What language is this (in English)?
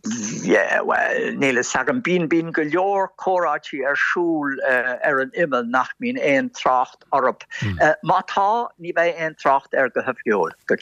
Irish